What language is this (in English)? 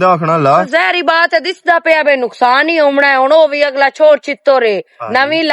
Western Panjabi